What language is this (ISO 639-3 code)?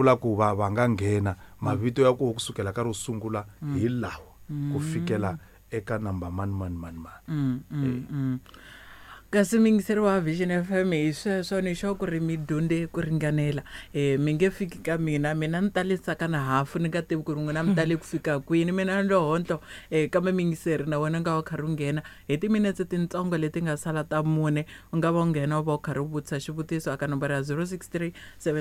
tso